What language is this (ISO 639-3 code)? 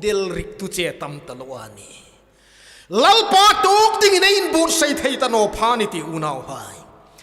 hmr